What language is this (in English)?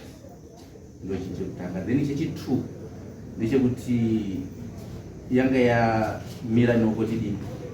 Shona